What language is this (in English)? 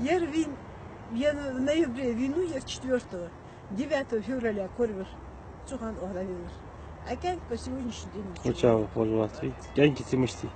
Ingush